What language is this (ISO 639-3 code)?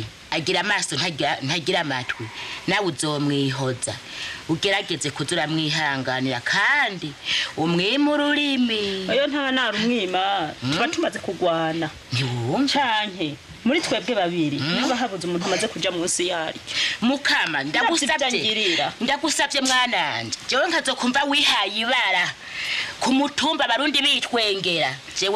run